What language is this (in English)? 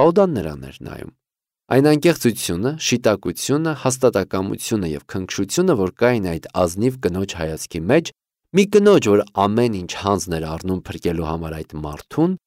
Armenian